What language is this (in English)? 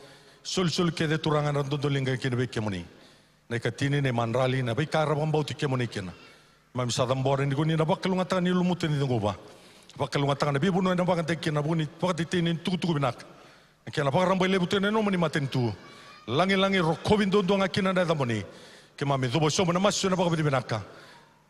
Fijian